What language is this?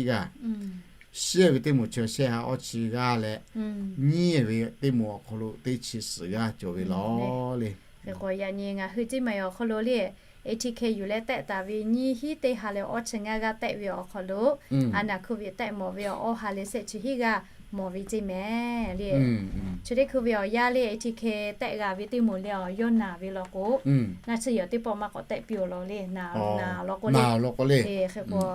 Lahu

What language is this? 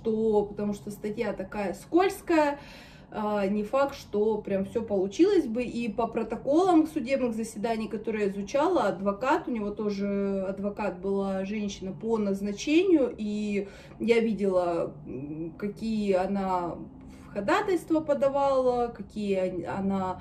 Russian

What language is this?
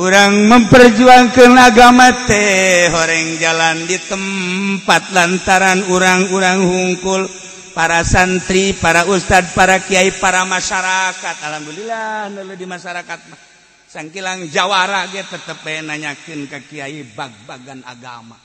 Sundanese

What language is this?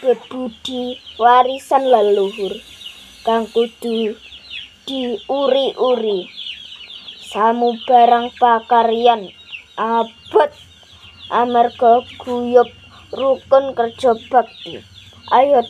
Javanese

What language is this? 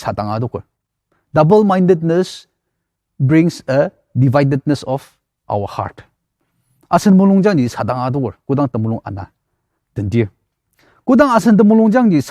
Ao Naga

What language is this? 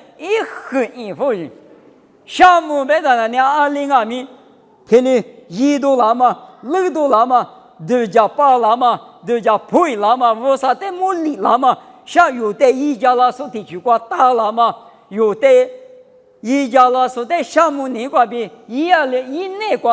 Lisu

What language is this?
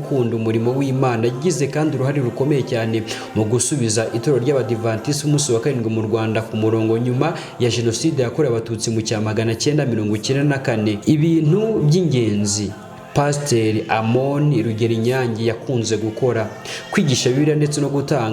Kinyarwanda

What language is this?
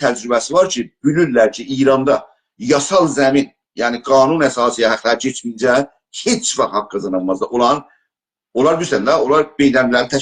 South Azerbaijani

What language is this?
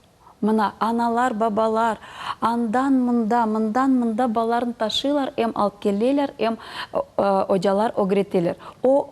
Crimean Tatar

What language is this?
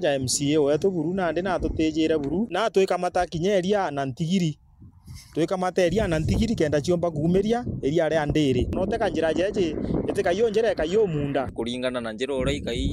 Meru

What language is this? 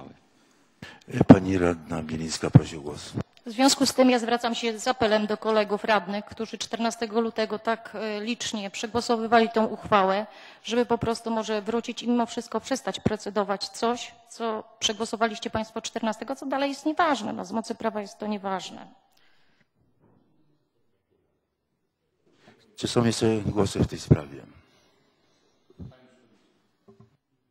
Polish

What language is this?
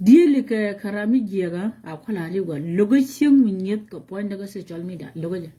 Nuer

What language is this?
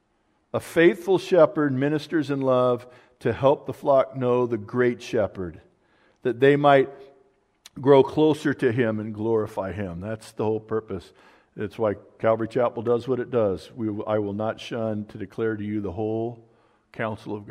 English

